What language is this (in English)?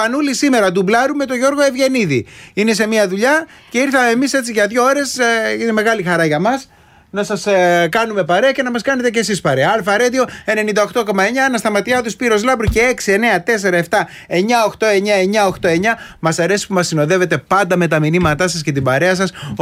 Greek